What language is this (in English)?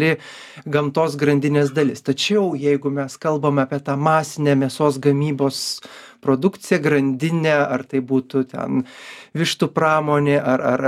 Lithuanian